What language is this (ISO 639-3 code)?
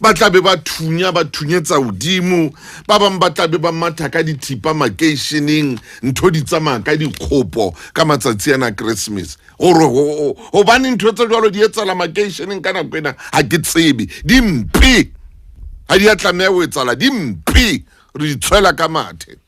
sot